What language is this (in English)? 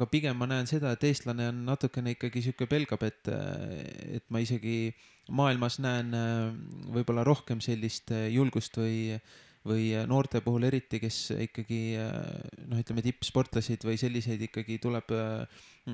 Estonian